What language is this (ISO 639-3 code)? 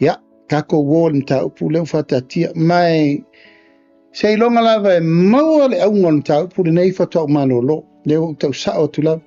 smo